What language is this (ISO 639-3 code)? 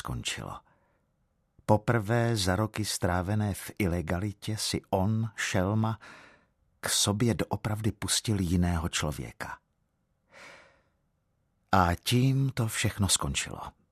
ces